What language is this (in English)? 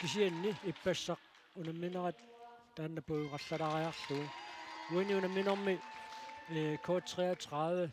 Kalaallisut